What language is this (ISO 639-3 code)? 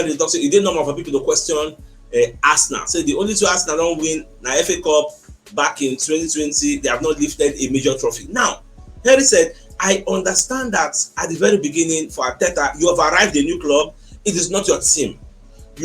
pcm